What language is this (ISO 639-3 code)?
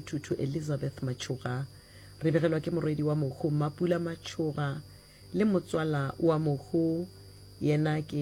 nso